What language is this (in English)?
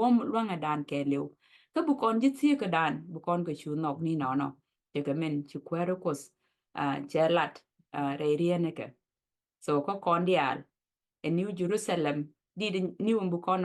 Nuer